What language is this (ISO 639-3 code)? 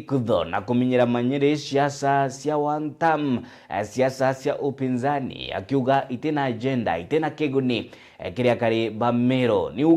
mer